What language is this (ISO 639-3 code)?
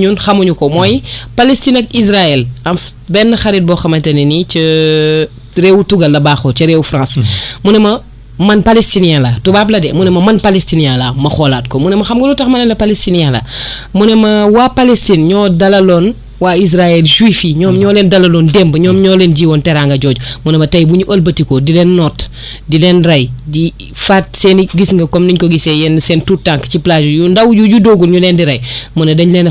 wol